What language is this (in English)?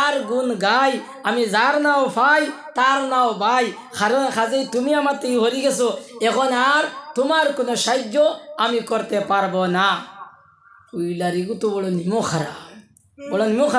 Sylheti